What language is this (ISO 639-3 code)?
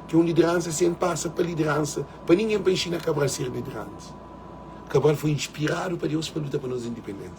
kea